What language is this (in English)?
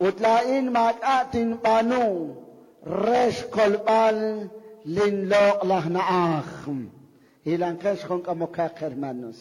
Kekchí